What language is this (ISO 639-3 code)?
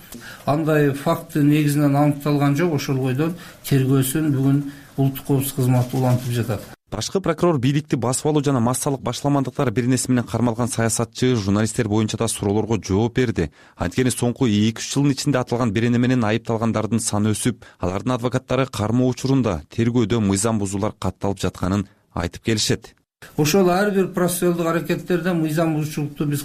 kir